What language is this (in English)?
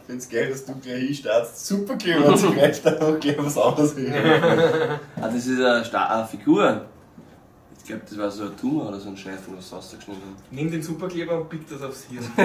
Bavarian